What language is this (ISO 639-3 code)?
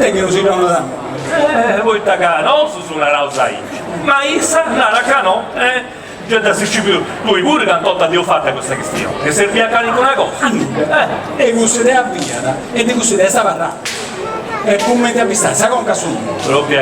srd